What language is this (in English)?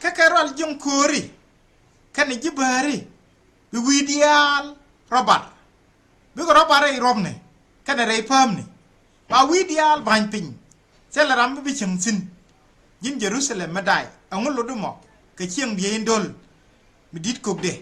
Nuer